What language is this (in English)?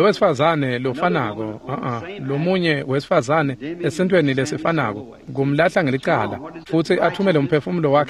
Swati